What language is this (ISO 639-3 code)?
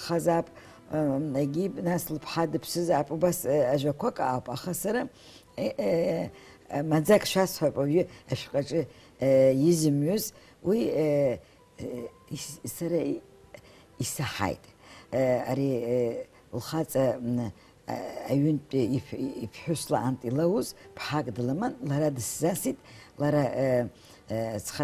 abk